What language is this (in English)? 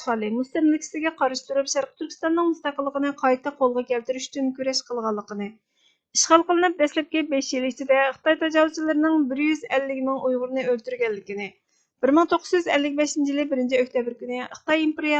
Uyghur